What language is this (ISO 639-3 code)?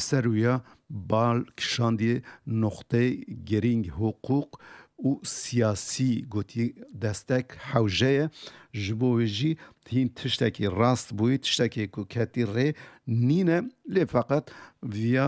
kur